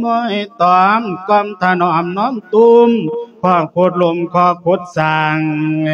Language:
Lao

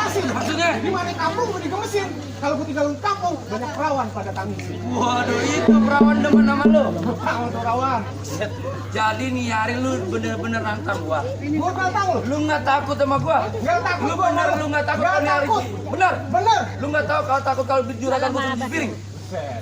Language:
Betawi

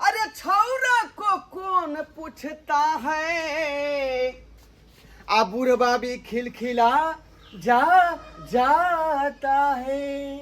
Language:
Maithili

